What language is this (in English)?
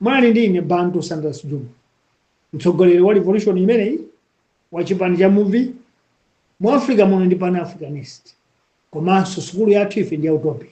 Nyanja